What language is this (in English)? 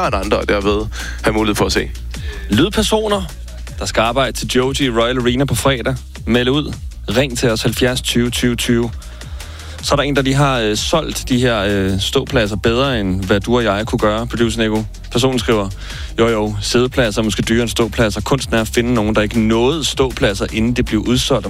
Danish